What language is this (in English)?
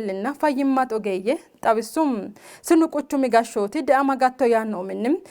Sidamo